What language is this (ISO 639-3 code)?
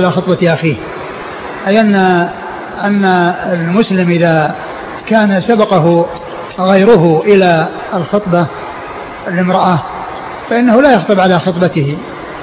ara